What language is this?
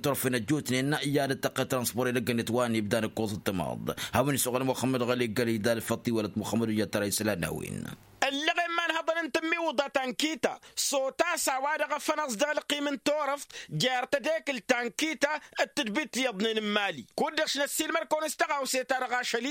Tamasheq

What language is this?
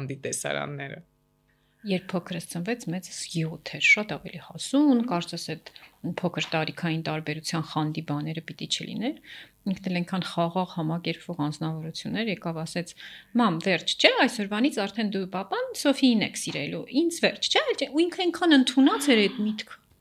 Armenian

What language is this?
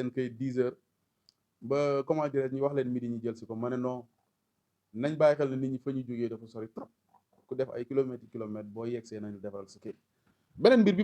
Wolof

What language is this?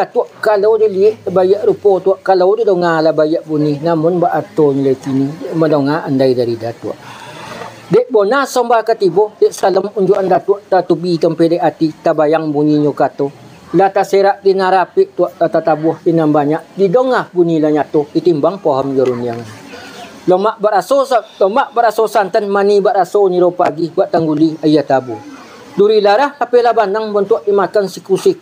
Minangkabau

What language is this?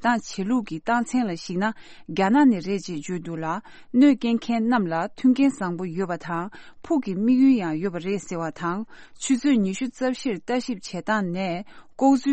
Tibetan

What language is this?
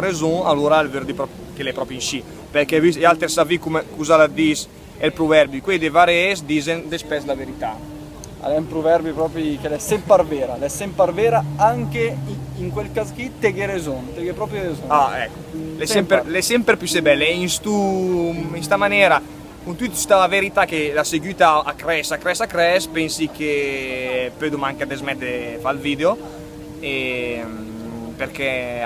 Lombard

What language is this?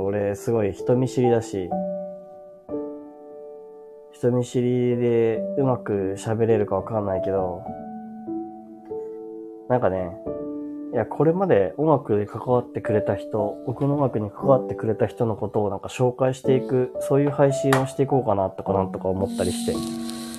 Japanese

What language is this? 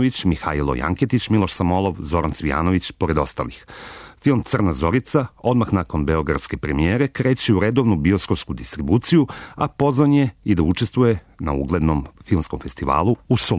Serbian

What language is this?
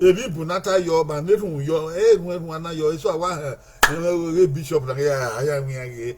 Bini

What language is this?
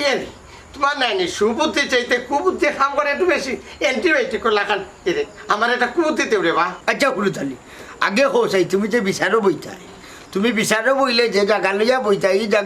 Sylheti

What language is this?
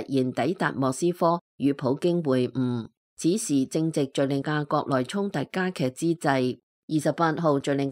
Cantonese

